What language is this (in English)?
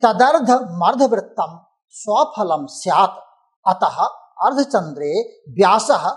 Sanskrit